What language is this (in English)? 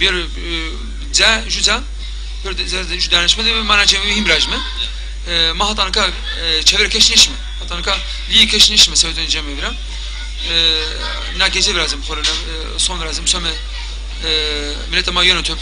Zaza